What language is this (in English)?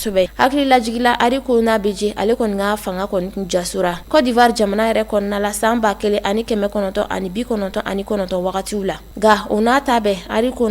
Bambara